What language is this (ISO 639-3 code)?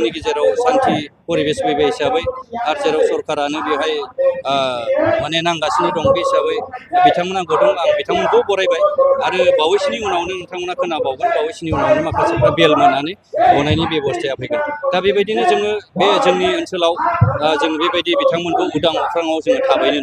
brx